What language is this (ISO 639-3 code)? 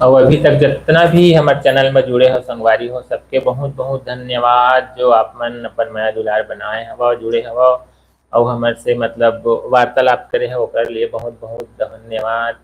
hne